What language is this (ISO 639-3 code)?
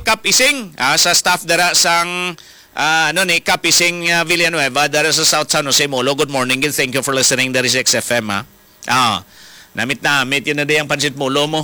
hil